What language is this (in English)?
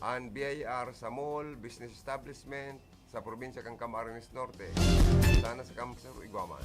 Bikol